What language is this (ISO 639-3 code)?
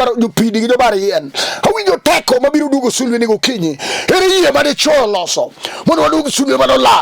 luo